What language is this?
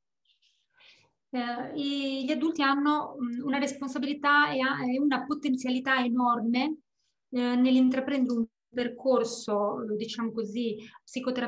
Italian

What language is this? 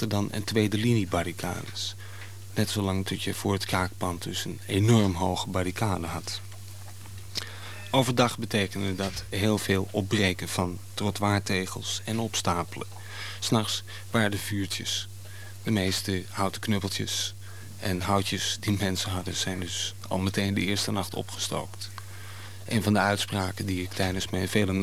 Dutch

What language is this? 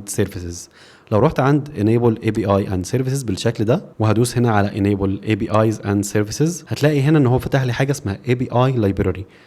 Egyptian Arabic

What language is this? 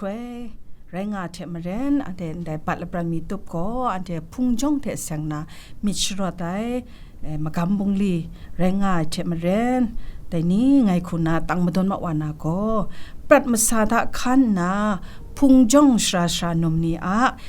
Kachin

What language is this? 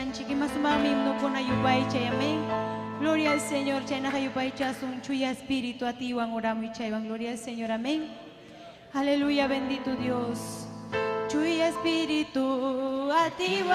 Ayacucho Quechua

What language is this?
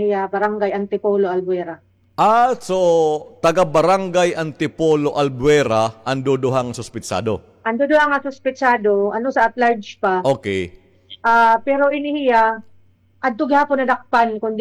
Waray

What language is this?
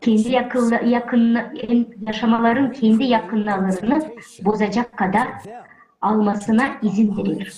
Gagauz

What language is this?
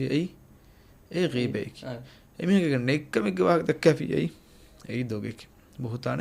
Divehi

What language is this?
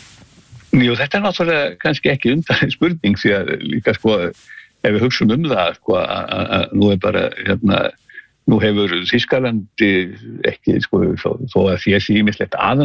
Icelandic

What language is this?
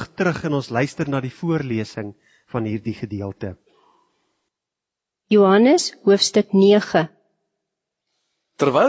Afrikaans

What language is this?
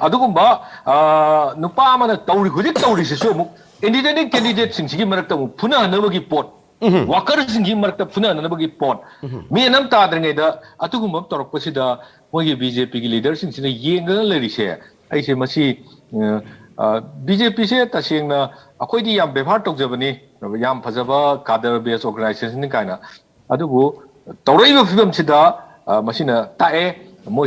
Manipuri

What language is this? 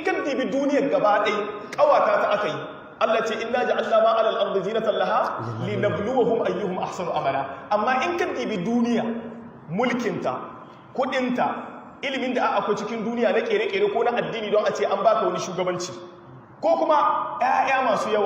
Hausa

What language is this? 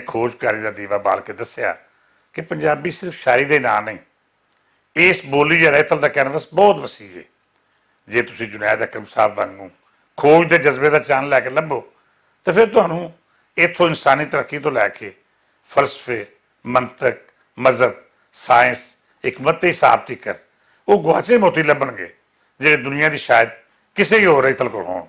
Western Panjabi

